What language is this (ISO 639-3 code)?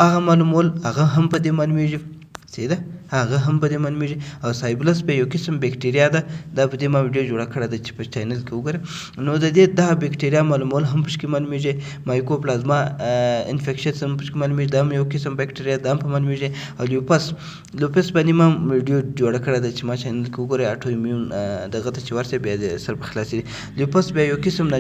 pus